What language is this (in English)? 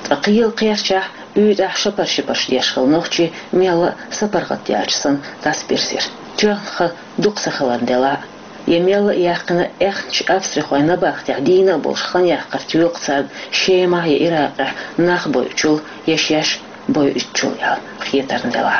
Chechen